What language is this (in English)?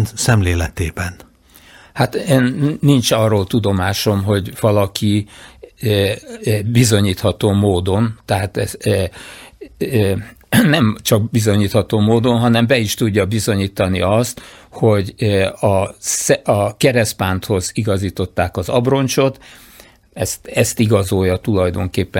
Hungarian